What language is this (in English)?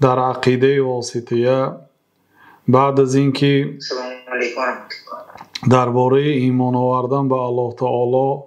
Persian